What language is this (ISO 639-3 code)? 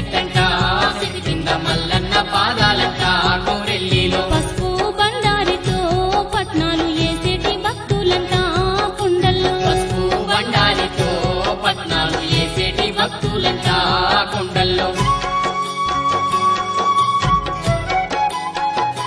tel